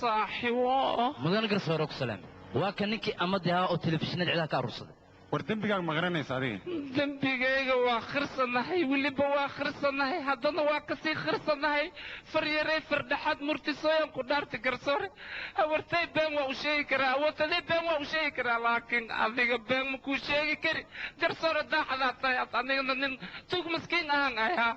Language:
Somali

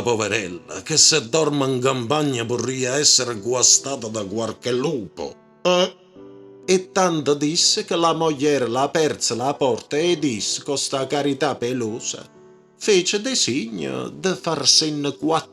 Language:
Neapolitan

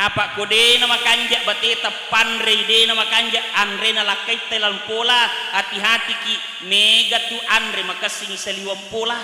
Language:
Buginese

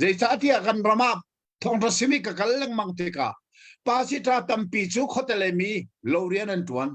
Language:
Hakha Chin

